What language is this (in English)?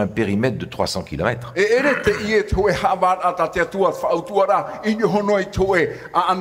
Tahitian